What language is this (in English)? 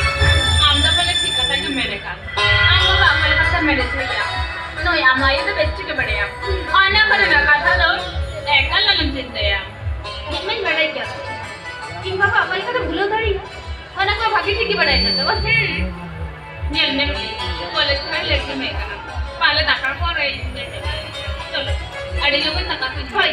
Santali